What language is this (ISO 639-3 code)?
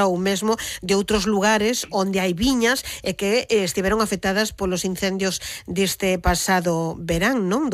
glg